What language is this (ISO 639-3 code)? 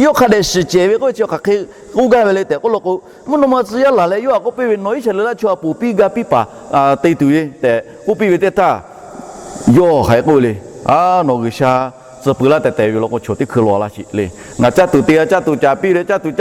lhu